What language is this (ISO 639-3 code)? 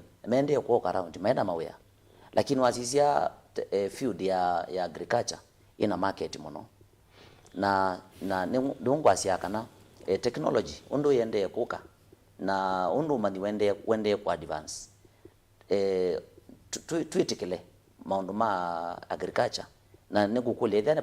kam